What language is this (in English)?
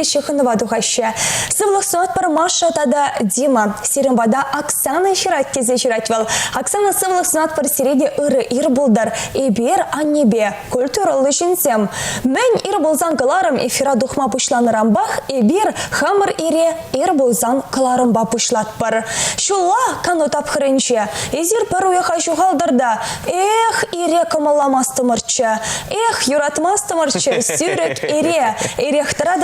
Chuvash